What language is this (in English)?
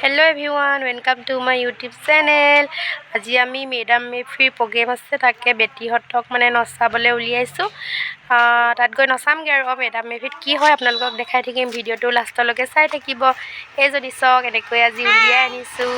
Assamese